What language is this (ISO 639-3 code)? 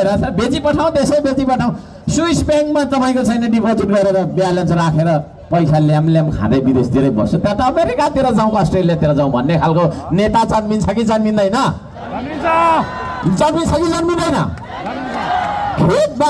nep